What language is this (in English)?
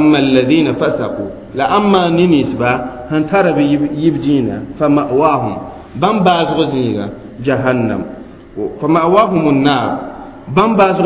Mossi